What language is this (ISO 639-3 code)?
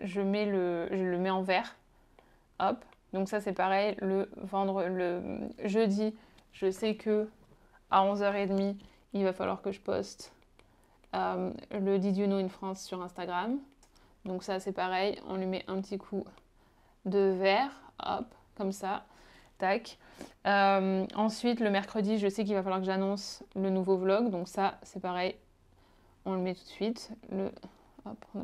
fra